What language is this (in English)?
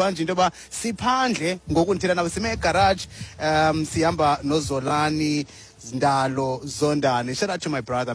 Xhosa